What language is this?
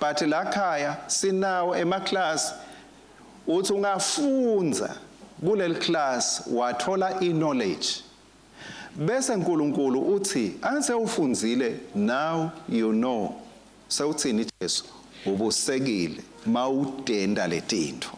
Swati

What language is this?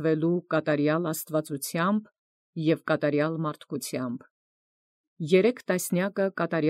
Armenian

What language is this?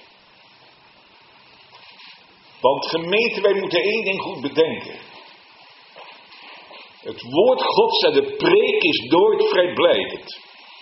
Dutch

